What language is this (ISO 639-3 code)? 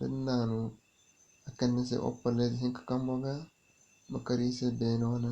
dje